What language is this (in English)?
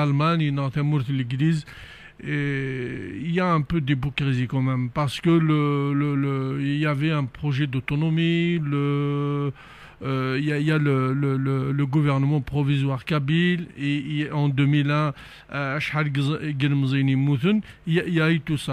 Kabyle